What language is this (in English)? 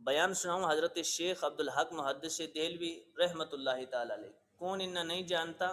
Gujari